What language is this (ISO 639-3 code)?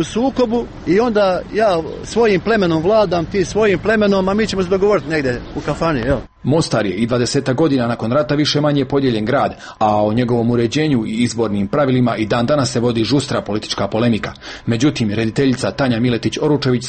srp